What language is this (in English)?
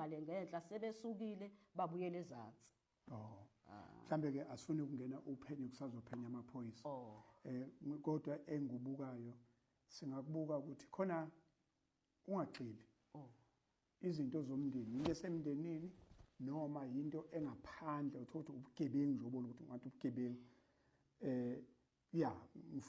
Zulu